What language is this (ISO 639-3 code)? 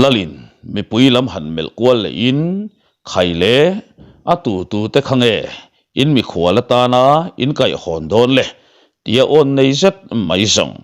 lus